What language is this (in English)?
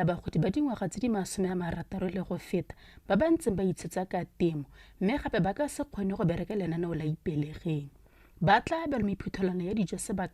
Tswana